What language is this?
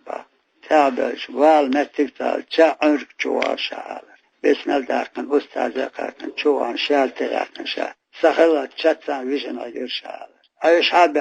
Chechen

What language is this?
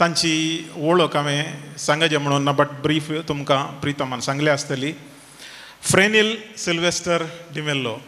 Konkani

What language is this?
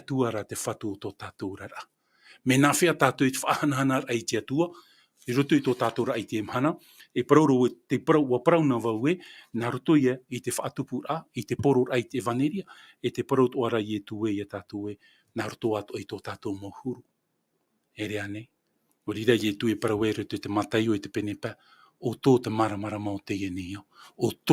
Tahitian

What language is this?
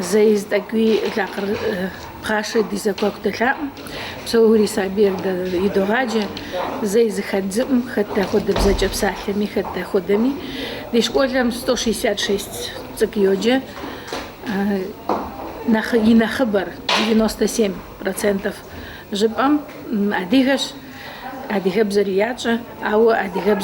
Kabardian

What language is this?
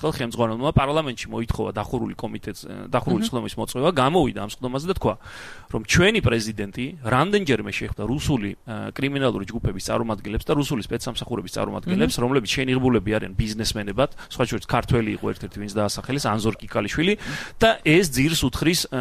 Georgian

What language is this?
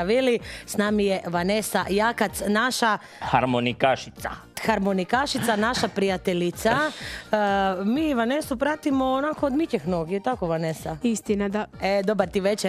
Croatian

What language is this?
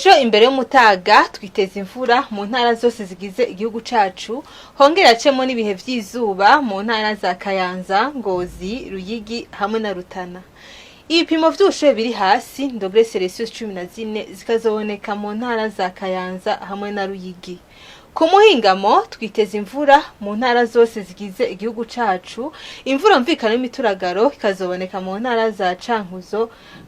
Rundi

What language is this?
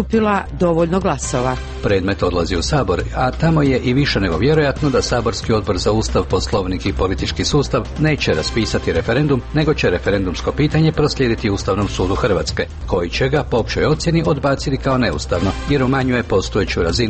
Croatian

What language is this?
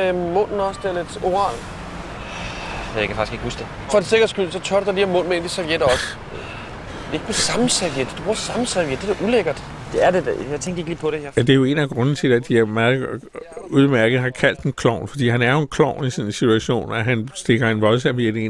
Danish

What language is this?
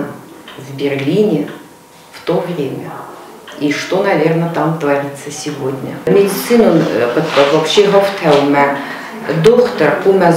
Ossetic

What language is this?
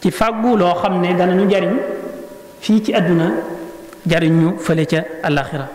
Wolof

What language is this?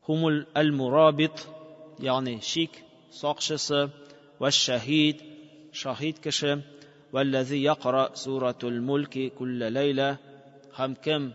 Tatar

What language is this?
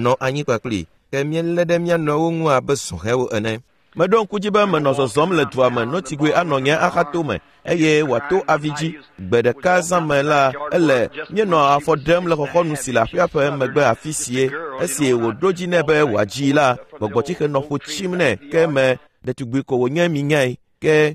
Ewe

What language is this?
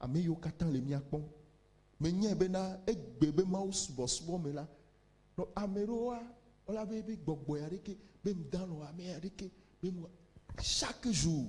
Ewe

